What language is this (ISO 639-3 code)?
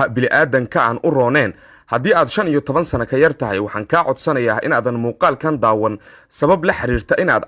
som